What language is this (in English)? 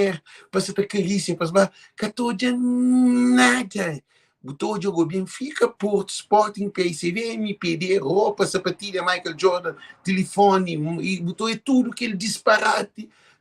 Kabuverdianu